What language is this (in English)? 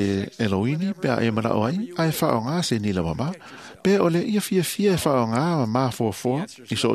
Samoan